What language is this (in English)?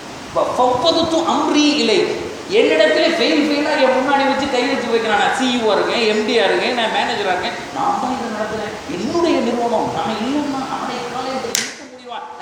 Tamil